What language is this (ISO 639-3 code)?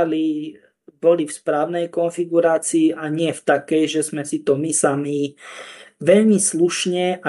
slk